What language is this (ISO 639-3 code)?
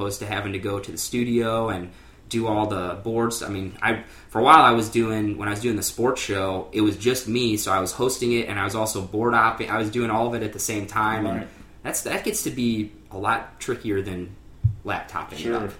eng